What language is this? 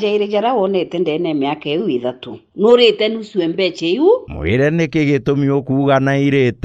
Meru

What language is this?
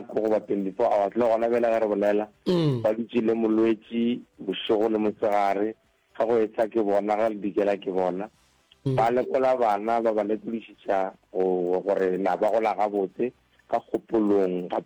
Northern Sotho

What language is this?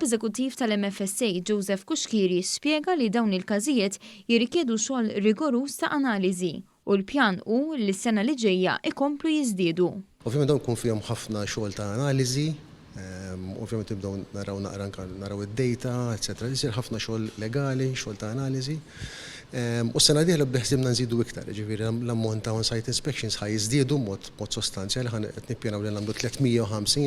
Maltese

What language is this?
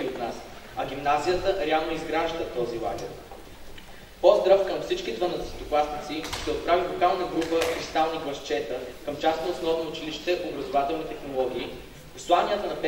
Bulgarian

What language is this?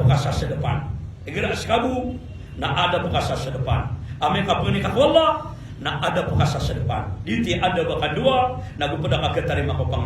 Maranao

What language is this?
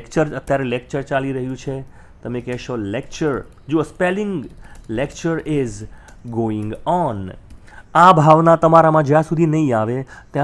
Gujarati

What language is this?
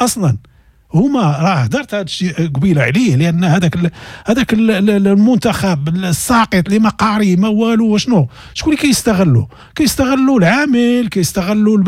Moroccan Arabic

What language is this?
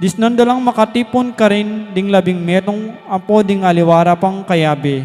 Pampanga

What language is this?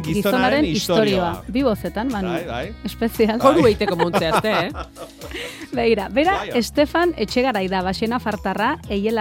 Basque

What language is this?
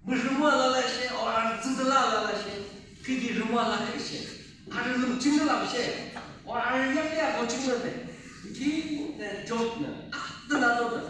Yimchungru Naga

